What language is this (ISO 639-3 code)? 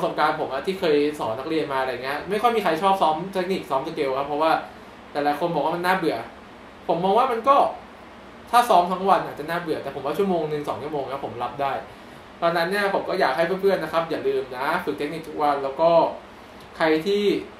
tha